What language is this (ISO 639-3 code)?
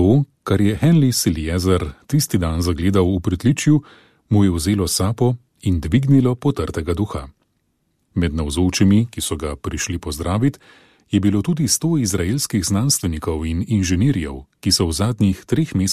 slv